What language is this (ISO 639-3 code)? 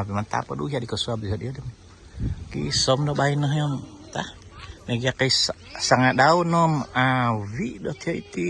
dtp